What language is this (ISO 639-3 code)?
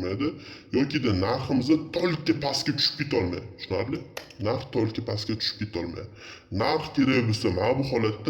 uzb